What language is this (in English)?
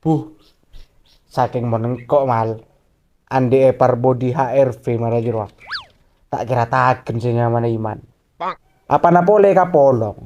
Madurese